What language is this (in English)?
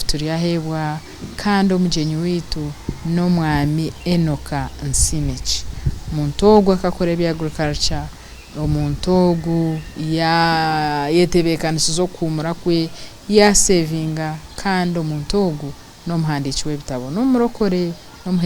Nyankole